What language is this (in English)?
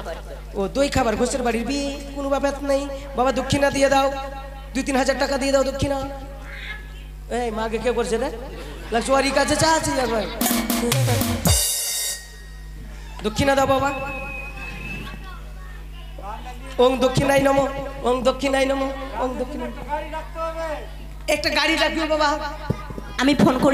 Bangla